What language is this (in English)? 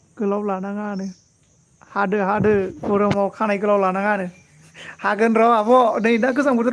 Bodo